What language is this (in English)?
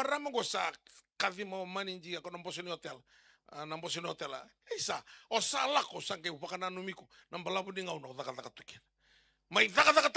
Fijian